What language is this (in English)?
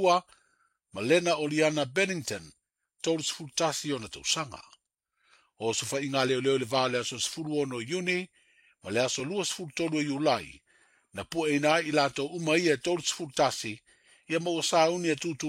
Samoan